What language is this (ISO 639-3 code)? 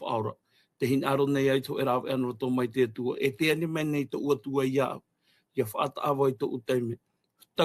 tah